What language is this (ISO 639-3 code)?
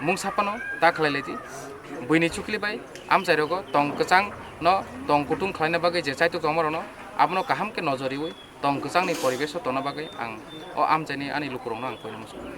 trp